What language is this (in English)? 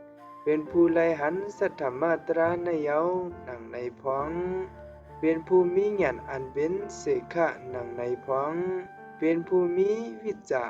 Shan